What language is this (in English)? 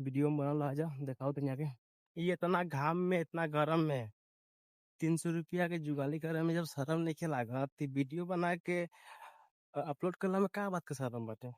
Bhojpuri